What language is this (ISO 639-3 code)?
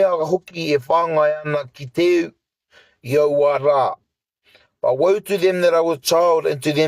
mri